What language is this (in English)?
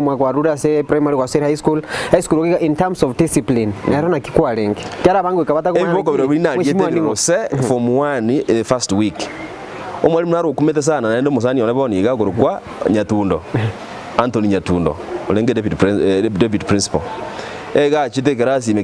Gusii